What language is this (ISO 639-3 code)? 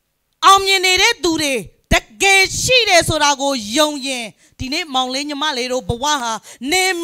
mya